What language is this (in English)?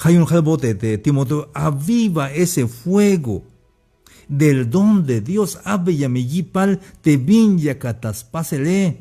Tzeltal